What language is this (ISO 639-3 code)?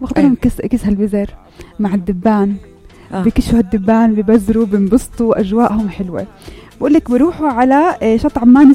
apc